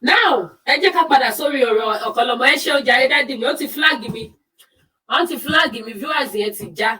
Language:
Yoruba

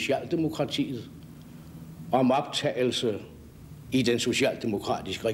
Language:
Danish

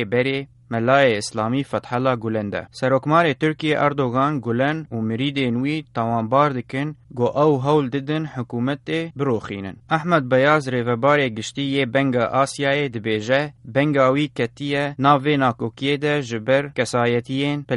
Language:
Kurdish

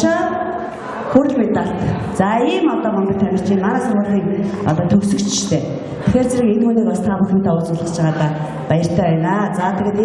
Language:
Mongolian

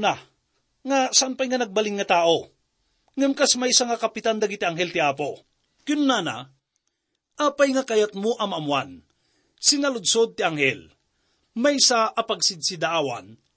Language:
Iloko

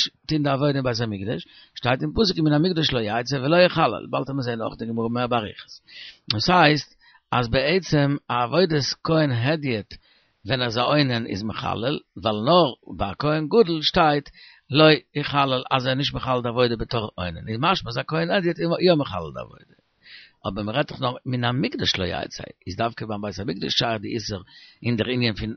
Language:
Yiddish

